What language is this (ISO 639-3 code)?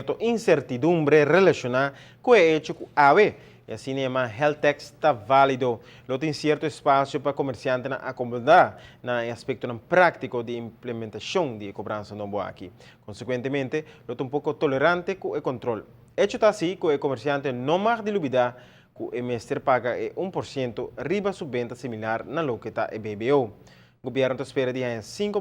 pap